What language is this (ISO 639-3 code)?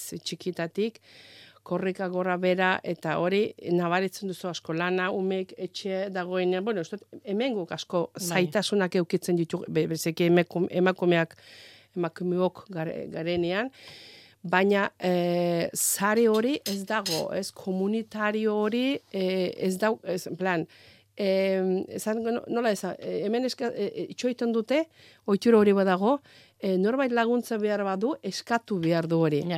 eus